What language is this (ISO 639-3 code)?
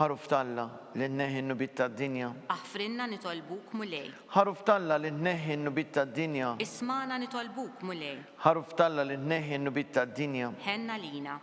mlt